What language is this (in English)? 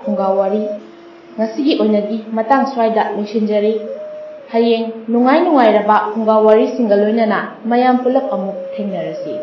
Manipuri